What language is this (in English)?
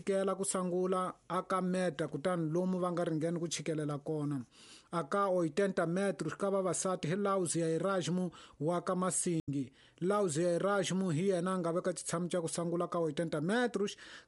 Tsonga